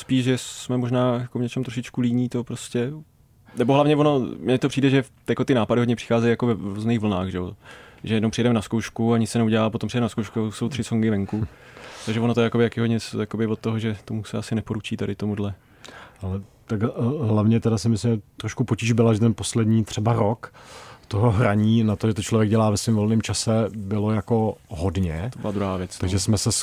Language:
Czech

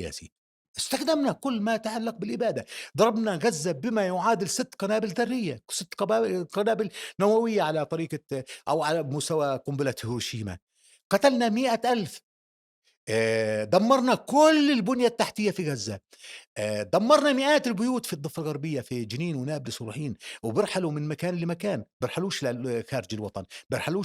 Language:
North Levantine Arabic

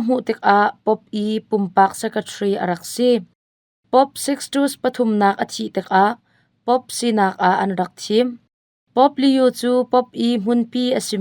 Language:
Hakha Chin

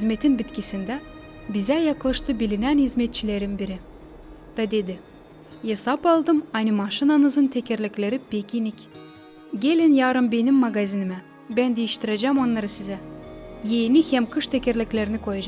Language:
Gagauz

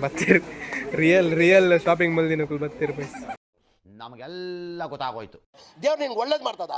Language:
Tulu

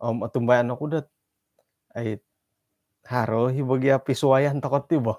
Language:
Central Dusun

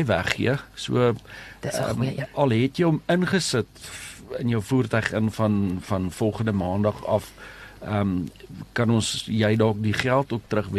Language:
Afrikaans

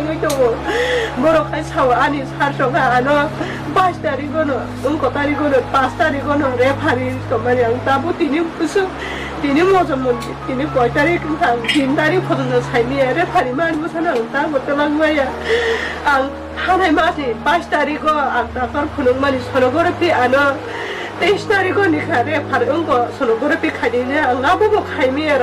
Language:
Kok Borok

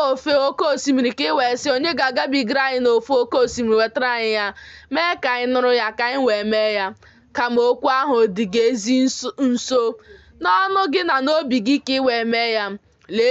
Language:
Igbo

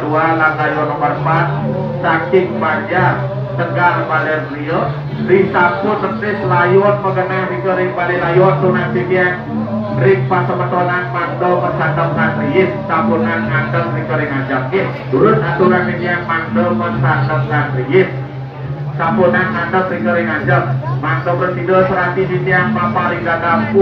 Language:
Balinese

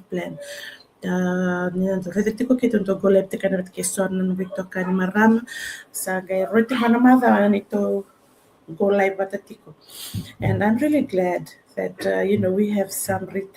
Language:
Fijian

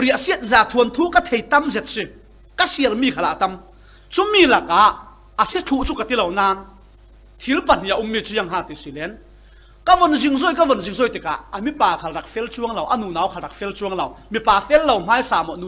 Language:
Falam Chin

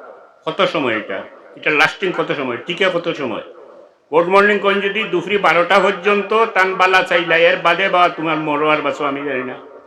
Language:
Sylheti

